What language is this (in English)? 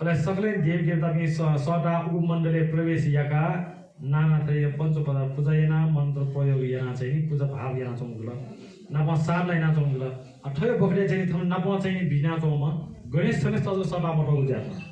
Newari